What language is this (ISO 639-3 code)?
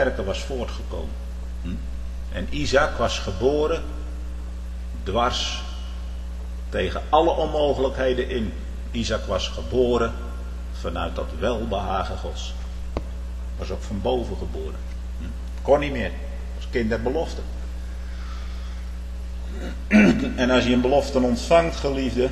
nld